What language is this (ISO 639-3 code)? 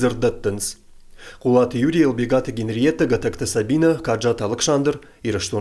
oss